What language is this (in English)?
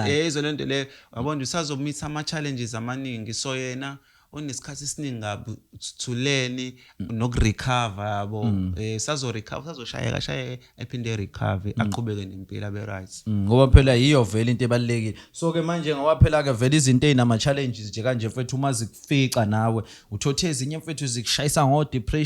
Zulu